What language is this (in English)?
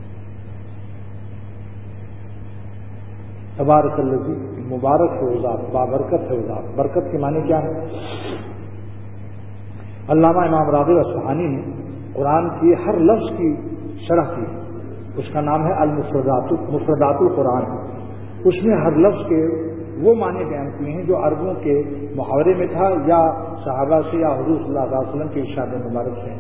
Urdu